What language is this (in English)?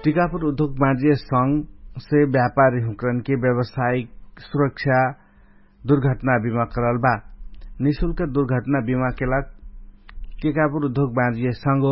Dangaura Tharu